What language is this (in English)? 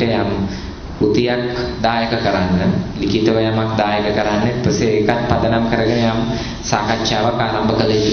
Sinhala